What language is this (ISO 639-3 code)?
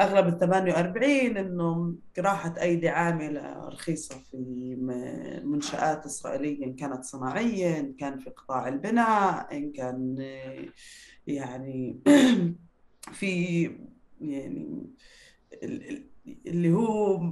apc